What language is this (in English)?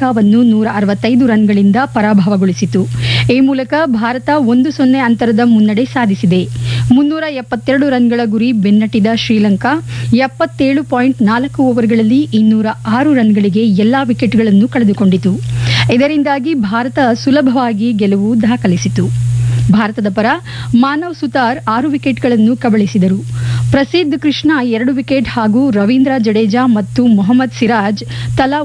Kannada